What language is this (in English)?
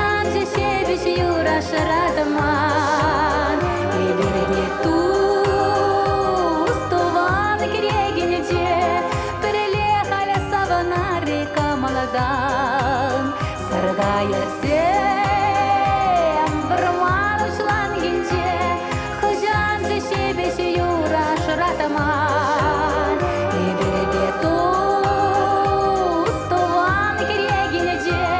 Chuvash